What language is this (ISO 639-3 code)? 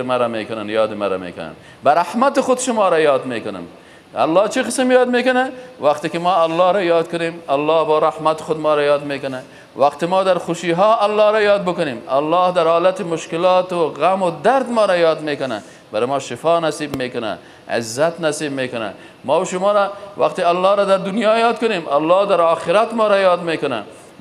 fas